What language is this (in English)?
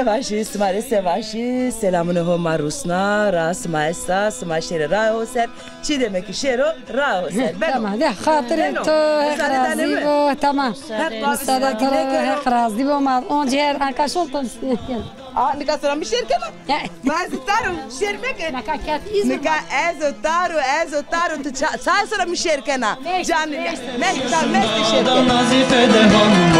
Zaza